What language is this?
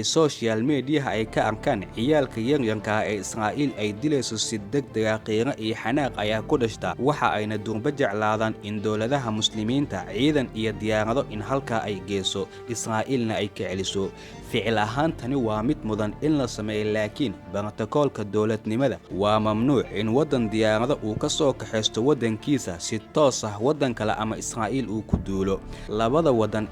Somali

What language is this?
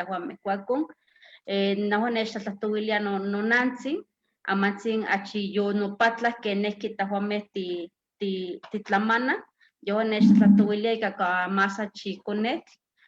Eastern Huasteca Nahuatl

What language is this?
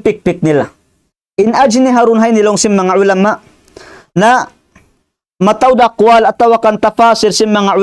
Tausug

